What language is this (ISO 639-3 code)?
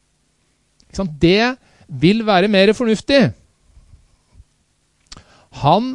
nor